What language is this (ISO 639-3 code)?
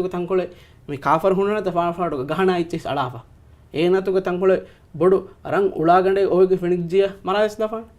div